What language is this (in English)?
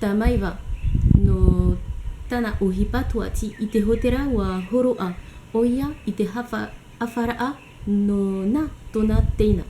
Tahitian